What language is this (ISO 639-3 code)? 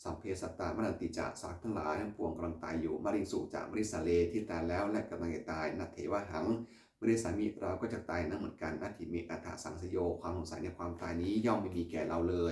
pli